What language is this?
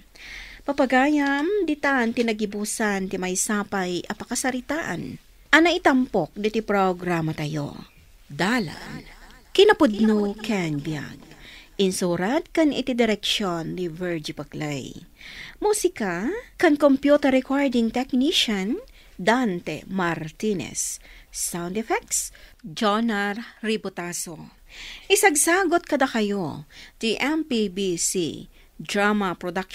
Iloko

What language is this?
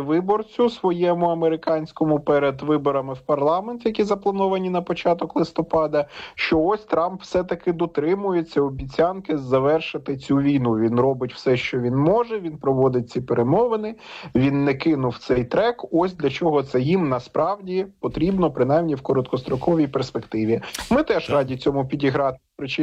Ukrainian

